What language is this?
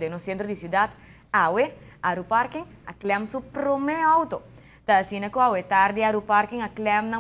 Papiamento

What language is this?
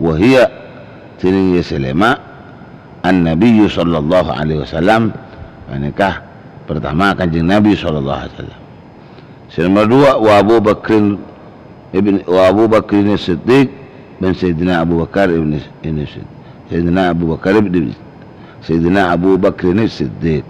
Madurese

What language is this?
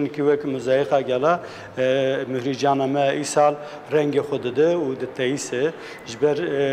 Kurdish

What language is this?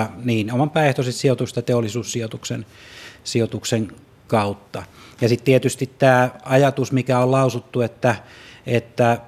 Finnish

